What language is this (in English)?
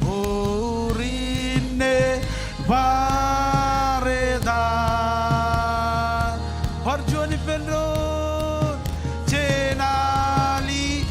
Marshallese